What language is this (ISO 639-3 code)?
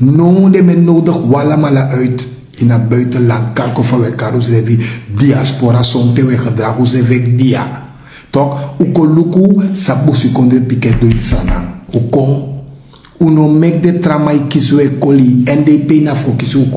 srn